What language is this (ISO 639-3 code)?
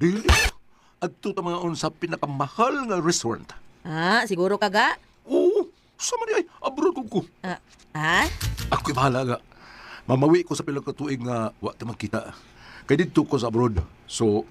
ceb